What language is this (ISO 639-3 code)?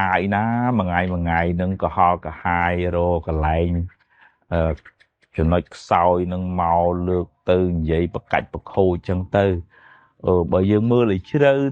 khm